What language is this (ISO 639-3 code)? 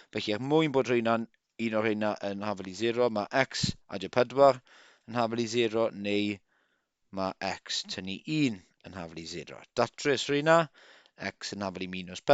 cym